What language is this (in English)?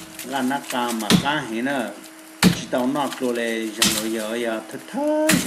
Hmong